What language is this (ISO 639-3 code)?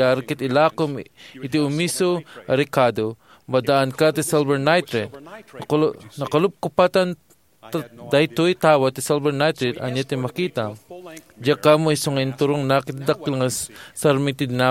ilo